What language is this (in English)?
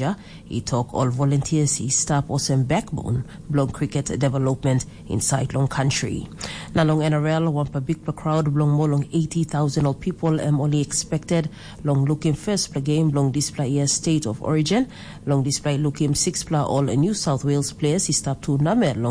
Tok Pisin